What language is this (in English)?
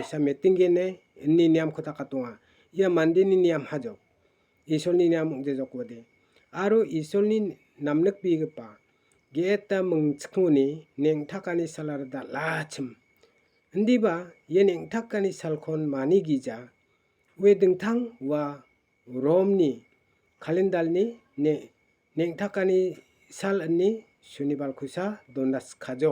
Garo